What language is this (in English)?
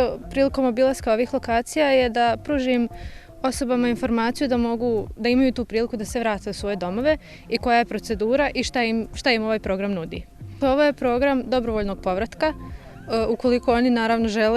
Bosnian